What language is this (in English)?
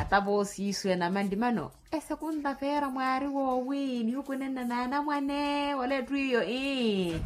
Makhuwa